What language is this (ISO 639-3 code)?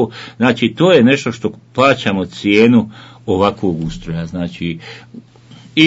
bos